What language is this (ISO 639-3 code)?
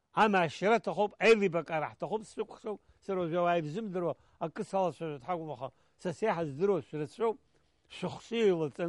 abk